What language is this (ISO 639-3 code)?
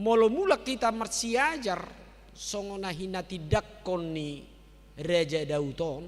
bbc